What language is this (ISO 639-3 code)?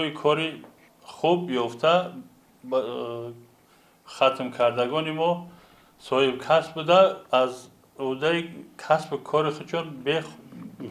tgk